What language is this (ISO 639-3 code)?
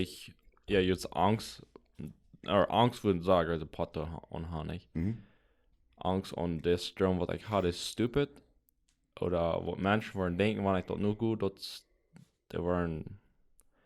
pdt